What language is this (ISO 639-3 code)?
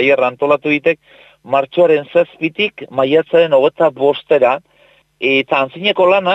eus